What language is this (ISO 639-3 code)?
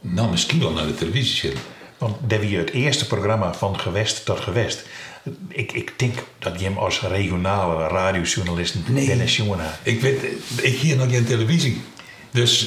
fry